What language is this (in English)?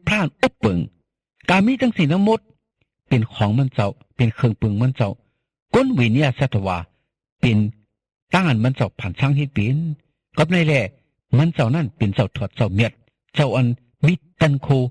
Shan